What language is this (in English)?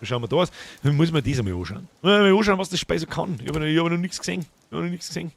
Bavarian